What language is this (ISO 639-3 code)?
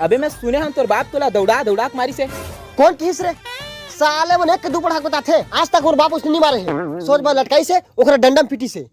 hne